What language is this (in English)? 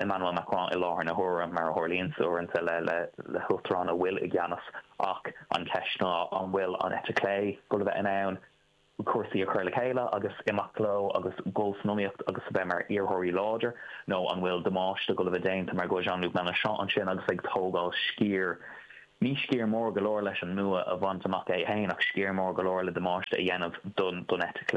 Irish